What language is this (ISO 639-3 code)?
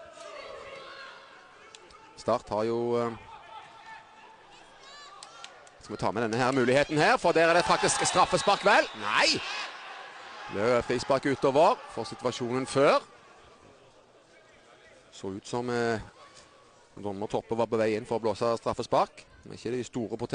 nor